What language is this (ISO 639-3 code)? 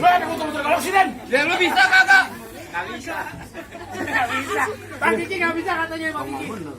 bew